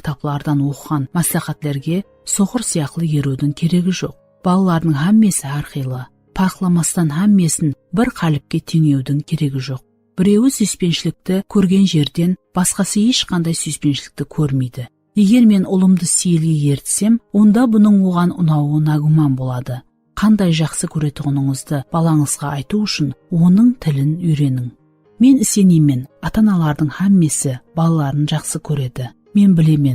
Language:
Kara-Kalpak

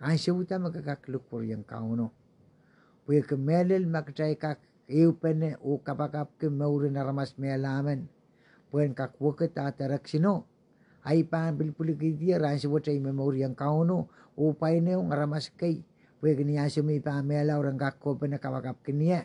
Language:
Pohnpeian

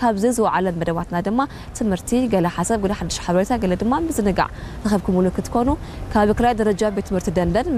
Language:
Tigrinya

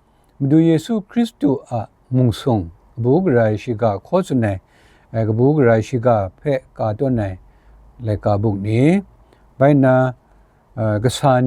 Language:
Kachin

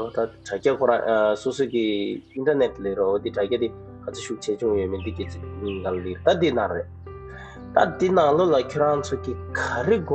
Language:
Tibetan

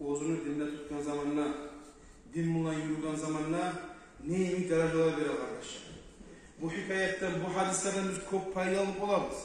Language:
Kumyk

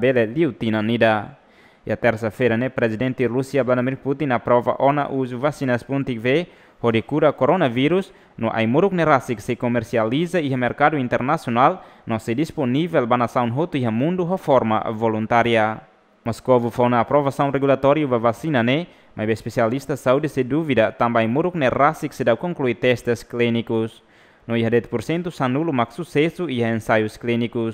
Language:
Tetum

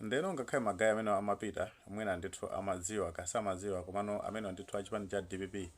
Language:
Nyanja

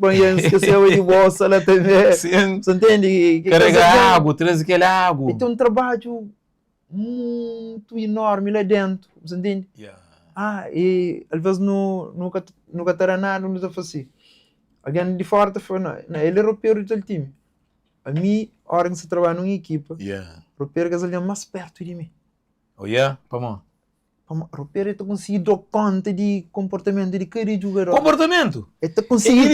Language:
Kabuverdianu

